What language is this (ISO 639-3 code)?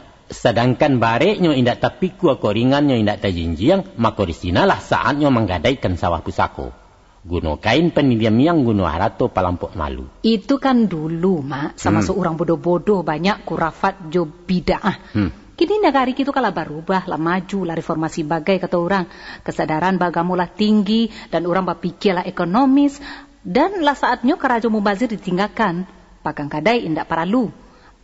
min